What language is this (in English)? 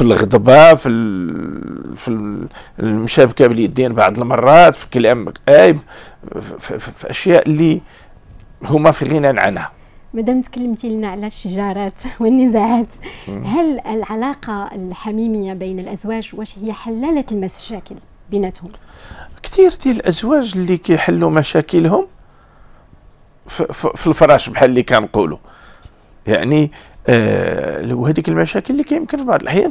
Moroccan Arabic